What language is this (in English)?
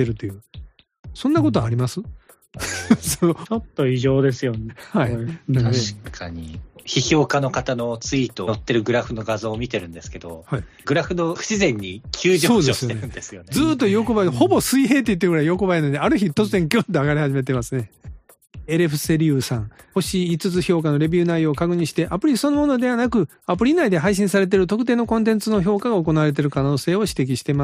Japanese